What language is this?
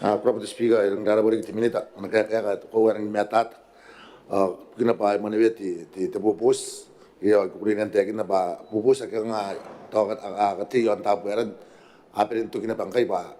Gilbertese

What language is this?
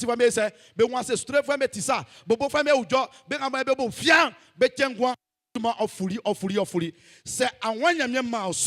Baoulé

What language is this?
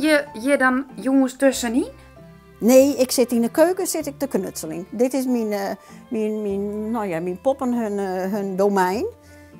Western Frisian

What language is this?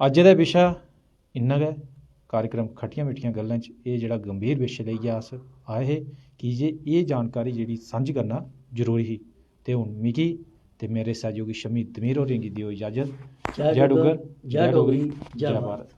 Dogri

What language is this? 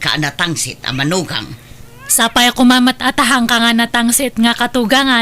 Iloko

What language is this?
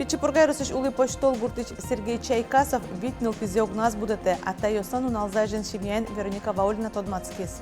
Udmurt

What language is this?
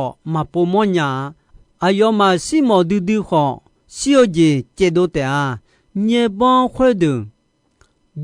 Akha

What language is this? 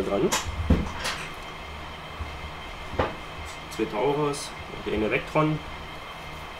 German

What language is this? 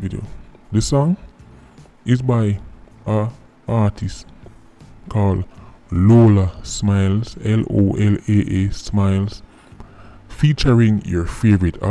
Jamaican Creole English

